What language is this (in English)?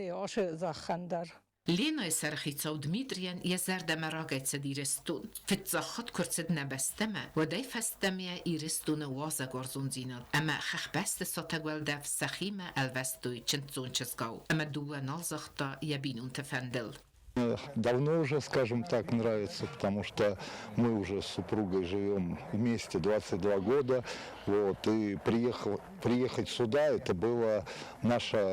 Ossetic